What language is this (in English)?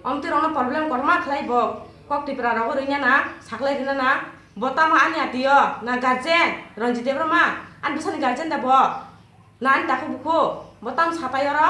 Kok Borok